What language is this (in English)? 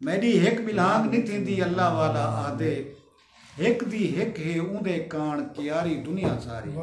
Saraiki